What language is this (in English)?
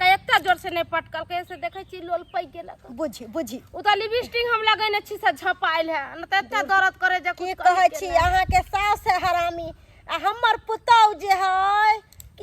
Maithili